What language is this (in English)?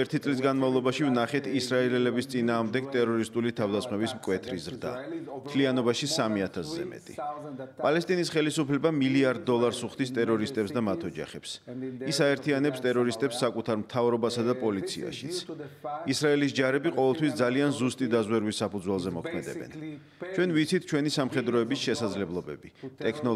Georgian